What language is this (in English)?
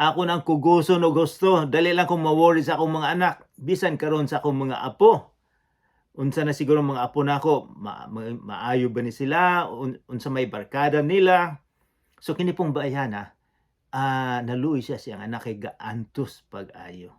Cebuano